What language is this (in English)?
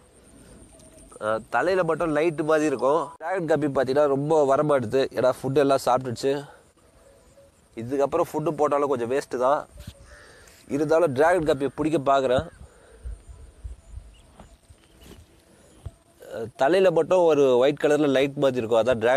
Tamil